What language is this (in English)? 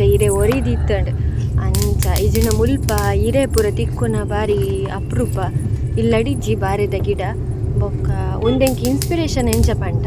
Tulu